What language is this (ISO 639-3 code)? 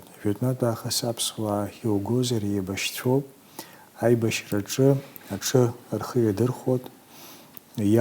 abk